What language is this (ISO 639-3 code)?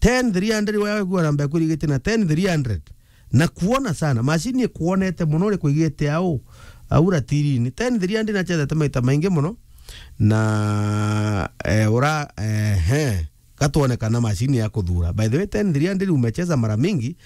mer